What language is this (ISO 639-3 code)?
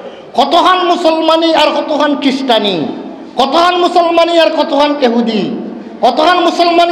syl